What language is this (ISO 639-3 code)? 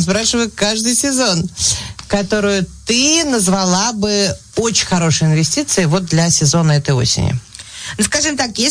rus